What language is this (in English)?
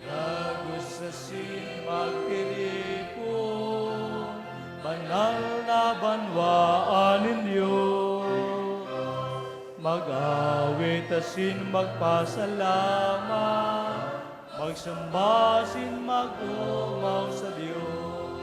Bikol